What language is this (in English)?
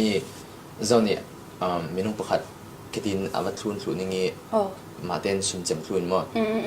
Falam Chin